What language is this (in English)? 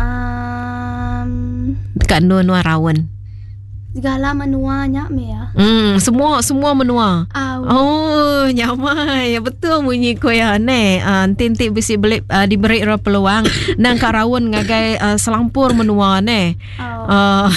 Iban